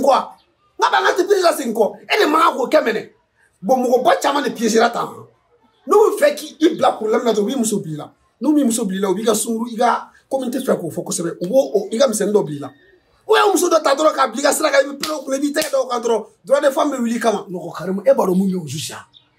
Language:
Bambara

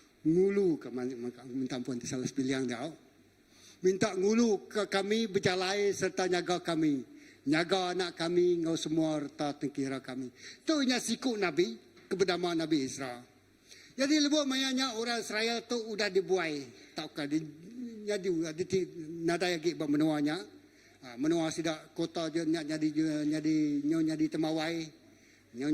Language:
Iban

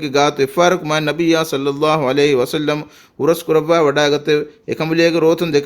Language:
Divehi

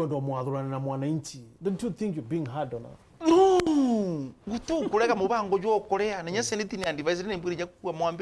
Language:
Meru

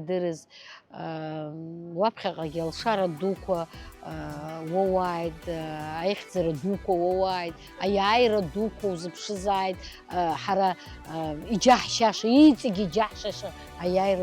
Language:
Abkhazian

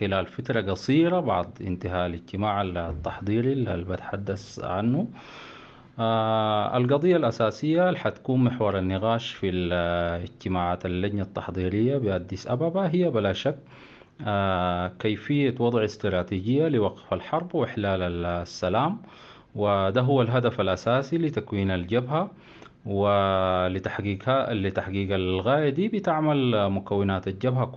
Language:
Sudanese Arabic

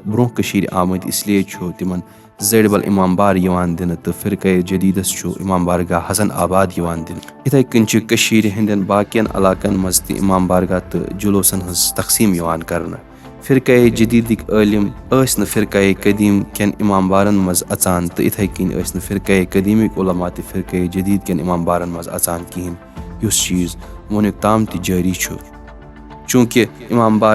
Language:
Kashmiri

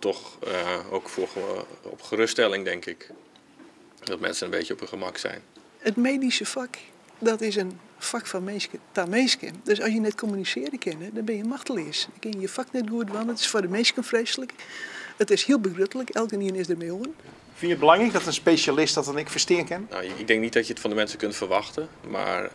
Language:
Western Frisian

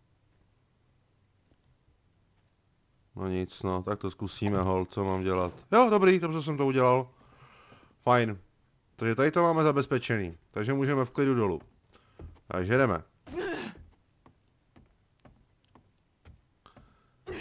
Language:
Czech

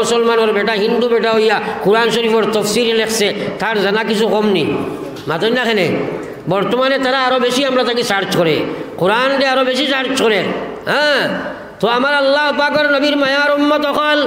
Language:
Sylheti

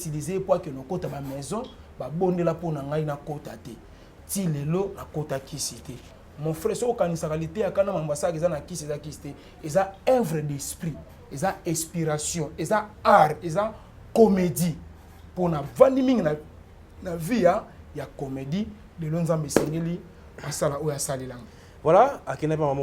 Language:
Lingala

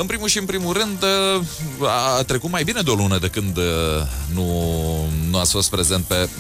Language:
Romanian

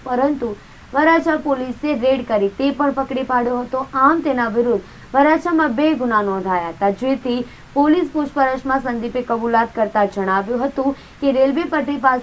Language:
Gujarati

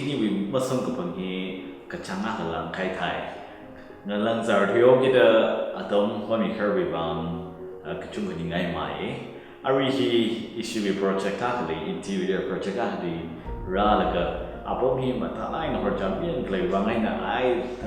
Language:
Tangkhul Naga (India)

